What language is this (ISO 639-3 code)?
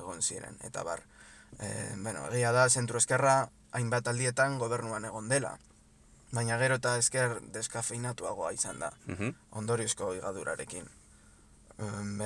eus